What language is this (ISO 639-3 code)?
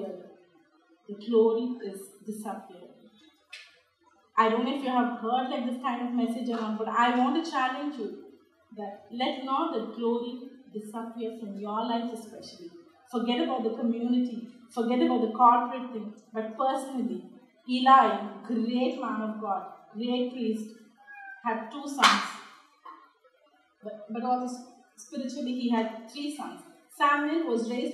eng